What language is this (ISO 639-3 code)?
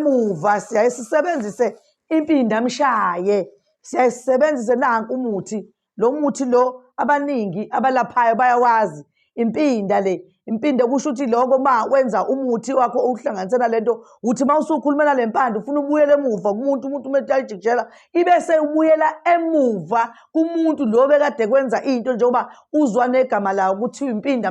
zul